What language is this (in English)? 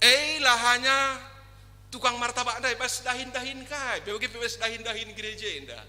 Batak Karo